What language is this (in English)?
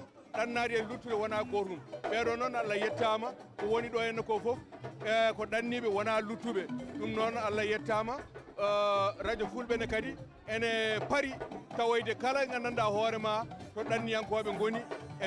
Fula